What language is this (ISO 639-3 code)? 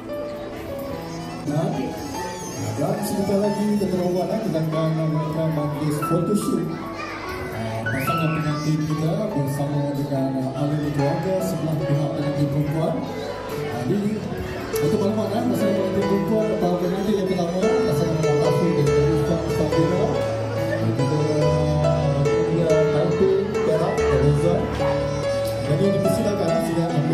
msa